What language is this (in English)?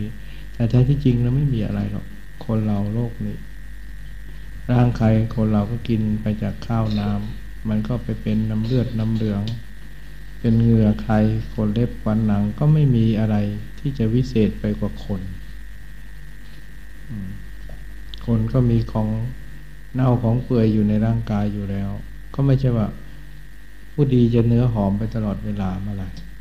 Thai